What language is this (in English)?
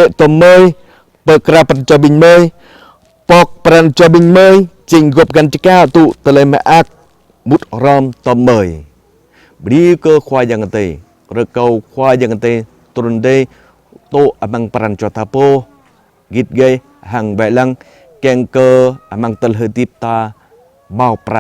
Jarai